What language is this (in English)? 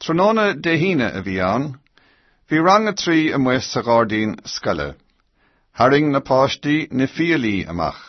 Irish